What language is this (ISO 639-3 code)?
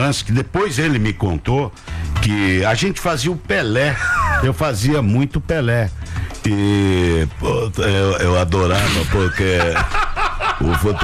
por